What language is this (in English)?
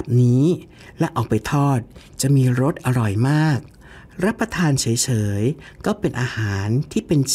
Thai